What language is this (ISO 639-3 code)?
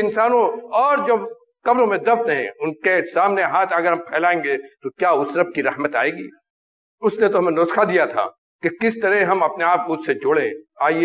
urd